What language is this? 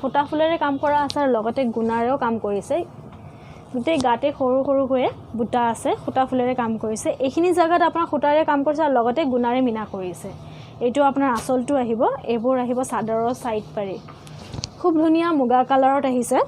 Assamese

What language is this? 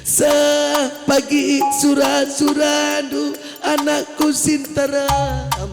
Batak Karo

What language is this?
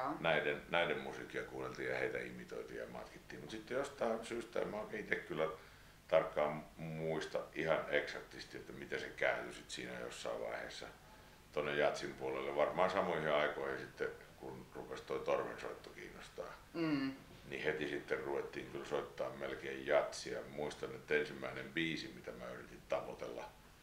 Finnish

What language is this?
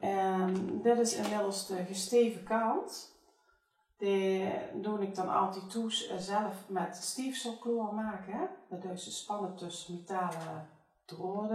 Limburgish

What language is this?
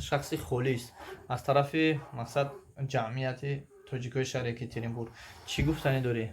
Tajik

